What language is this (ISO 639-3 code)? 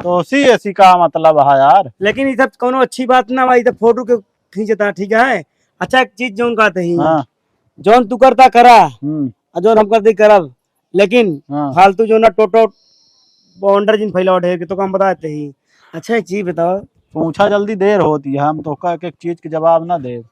awa